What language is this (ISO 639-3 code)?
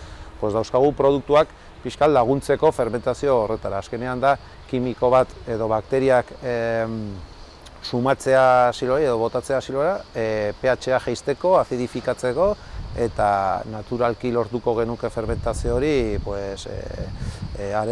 eus